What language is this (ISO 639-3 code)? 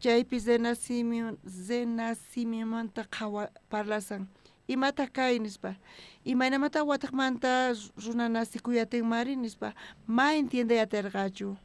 quh